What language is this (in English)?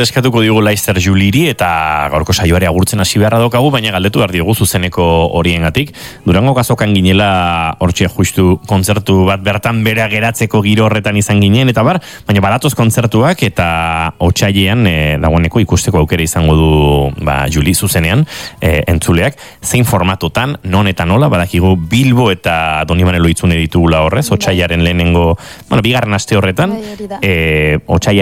Basque